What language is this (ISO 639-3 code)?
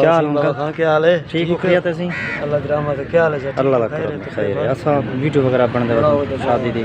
skr